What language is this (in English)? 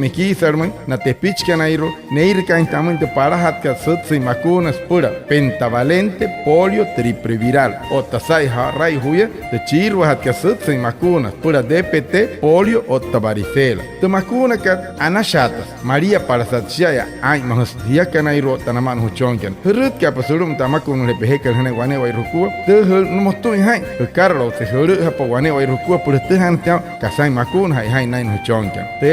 Wayuu